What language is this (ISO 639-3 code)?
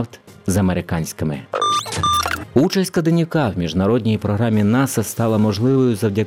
ukr